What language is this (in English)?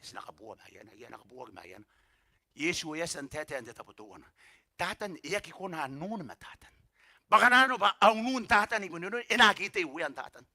Gilbertese